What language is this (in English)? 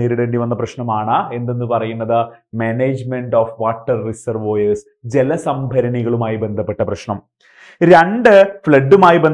Malayalam